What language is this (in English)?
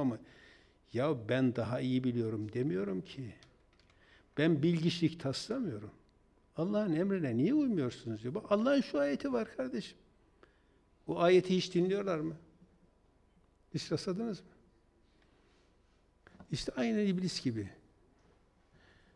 Turkish